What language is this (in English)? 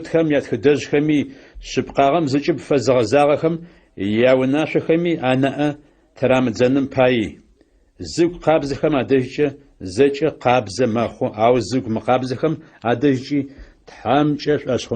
Adyghe